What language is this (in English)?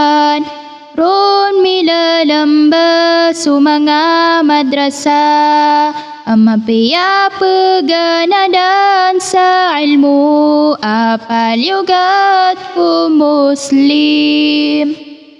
Maranao